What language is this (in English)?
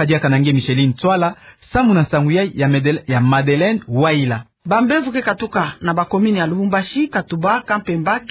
Kituba (Democratic Republic of Congo)